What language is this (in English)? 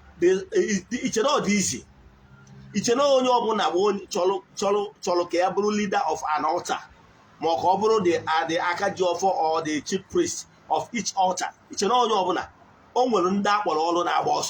Igbo